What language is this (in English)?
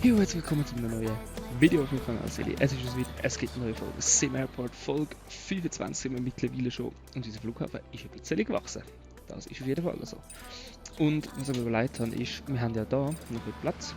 Swiss German